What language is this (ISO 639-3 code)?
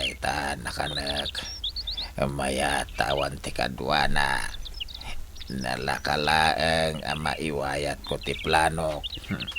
ilo